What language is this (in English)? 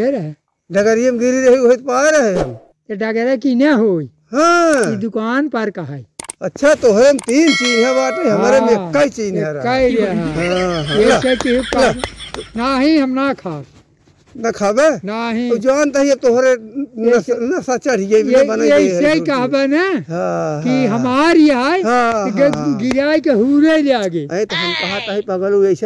Awadhi